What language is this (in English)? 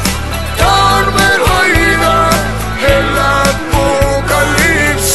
Estonian